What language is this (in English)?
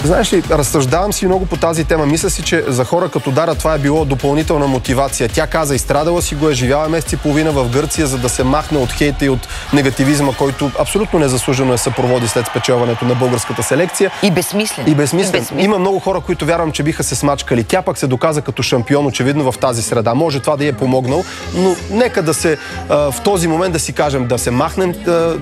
Bulgarian